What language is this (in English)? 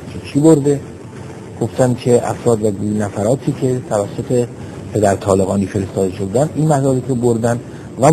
Persian